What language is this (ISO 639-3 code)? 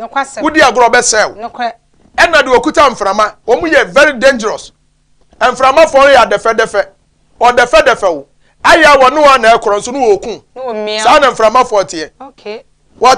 aka